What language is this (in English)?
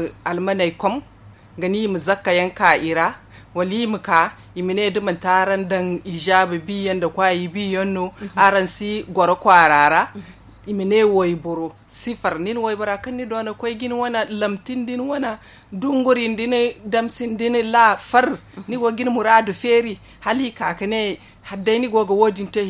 Zarma